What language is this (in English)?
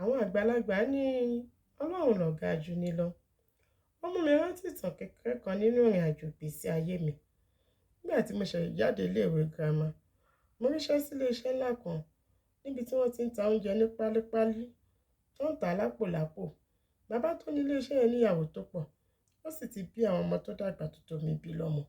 Yoruba